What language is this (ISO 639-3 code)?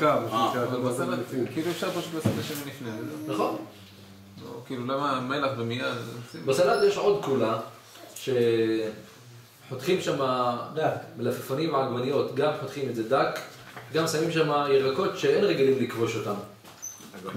heb